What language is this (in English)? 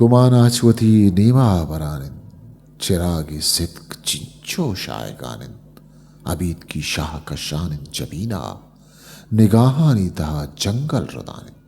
Eastern Balochi